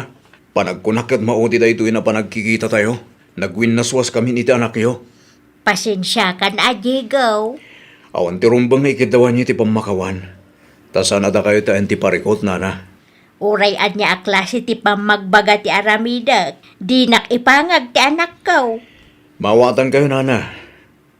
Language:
Iloko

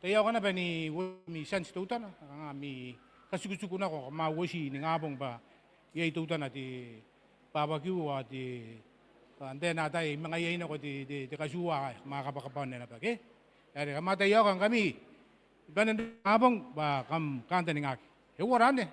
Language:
Gilbertese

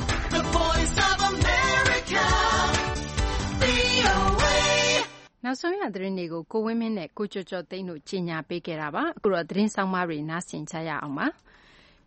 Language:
Burmese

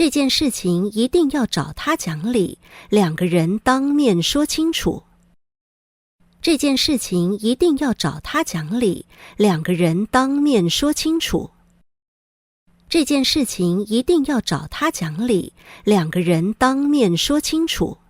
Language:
Hakka Chinese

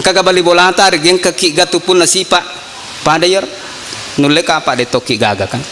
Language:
Buginese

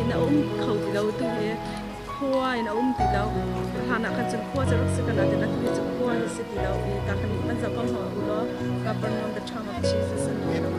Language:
Hakha Chin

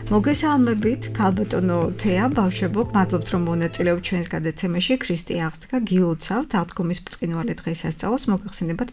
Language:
Georgian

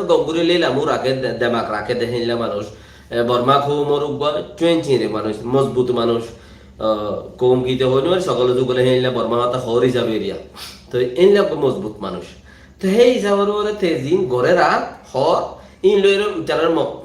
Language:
Rohingya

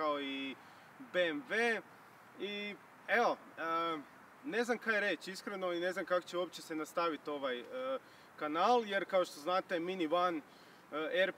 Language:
Croatian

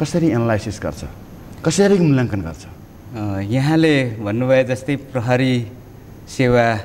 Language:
Nepali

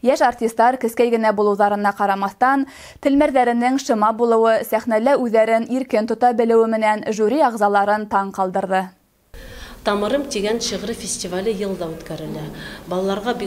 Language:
Bashkir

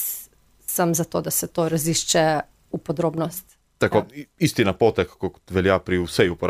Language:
Slovenian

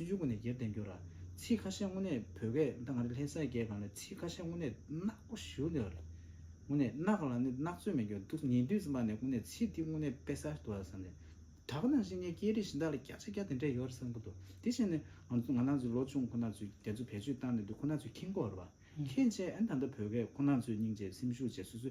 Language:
Tibetan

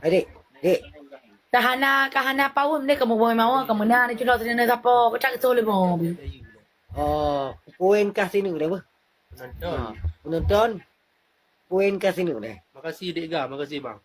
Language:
Achinese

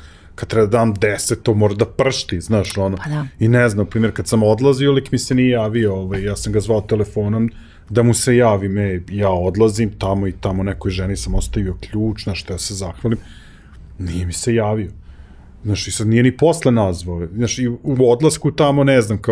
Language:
Serbian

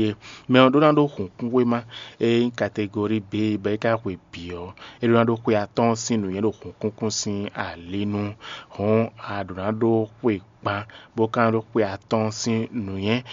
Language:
Fon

